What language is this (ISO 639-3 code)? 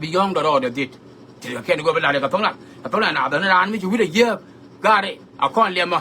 nus